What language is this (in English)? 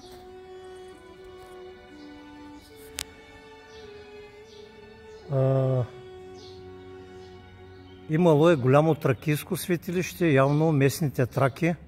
Bulgarian